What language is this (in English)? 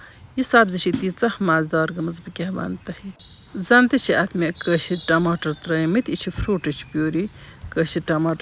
Kashmiri